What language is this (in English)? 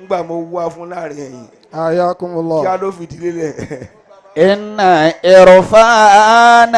Yoruba